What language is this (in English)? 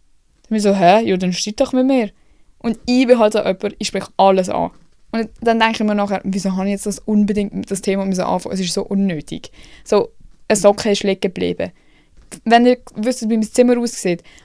Swiss German